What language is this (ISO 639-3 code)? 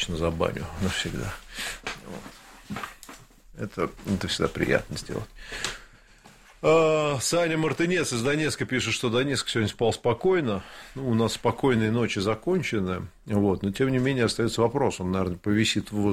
rus